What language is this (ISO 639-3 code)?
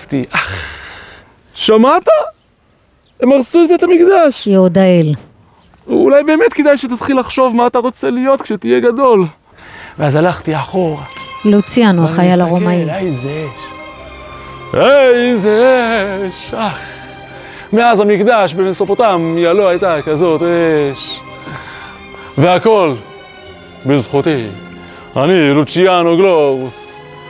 heb